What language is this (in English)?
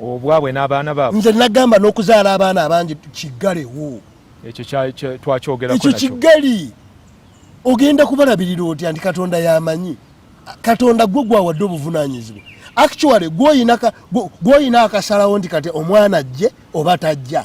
Ganda